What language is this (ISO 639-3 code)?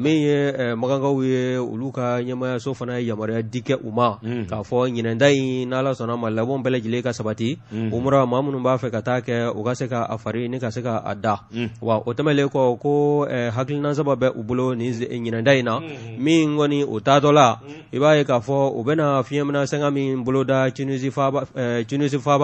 bam